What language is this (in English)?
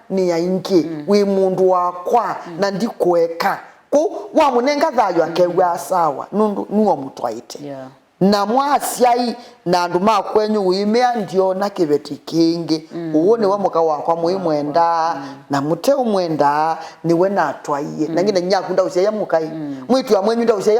Kamba